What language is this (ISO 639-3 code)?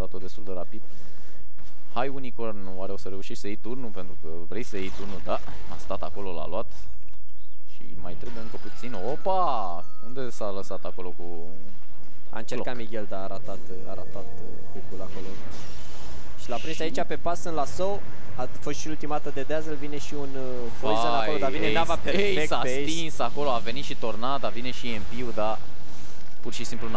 ron